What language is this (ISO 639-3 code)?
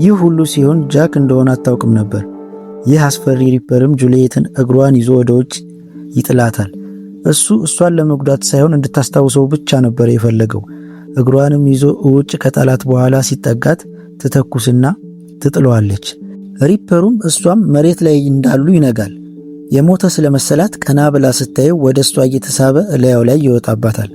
amh